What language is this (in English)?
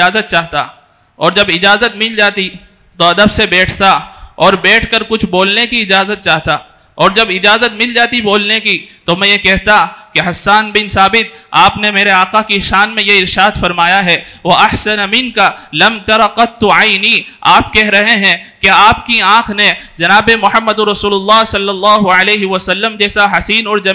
Urdu